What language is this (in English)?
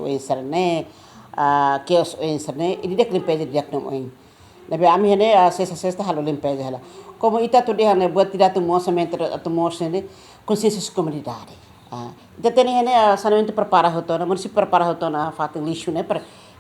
Tetum